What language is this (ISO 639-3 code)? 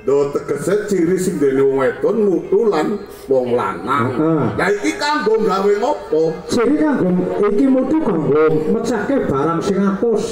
jav